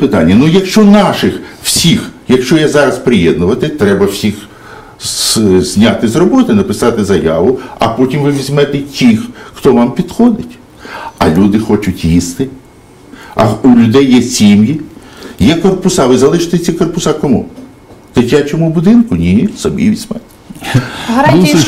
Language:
Ukrainian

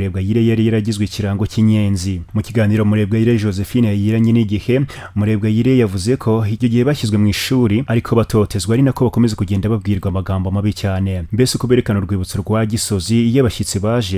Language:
Kinyarwanda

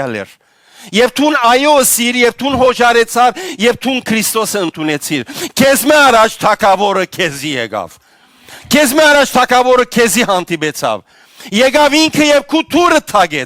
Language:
Western Armenian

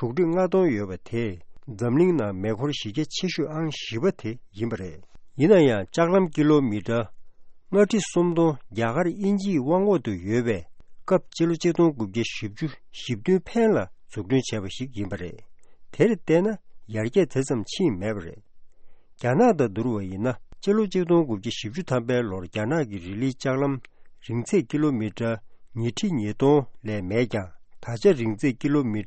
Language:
Tibetan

